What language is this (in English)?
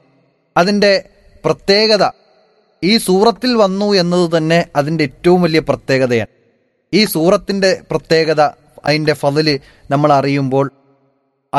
Malayalam